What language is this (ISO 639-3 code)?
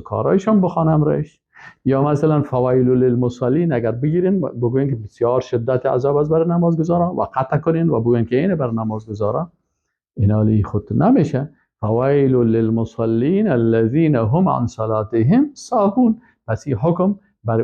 fas